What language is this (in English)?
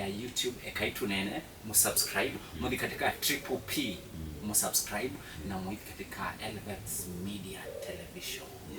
Kamba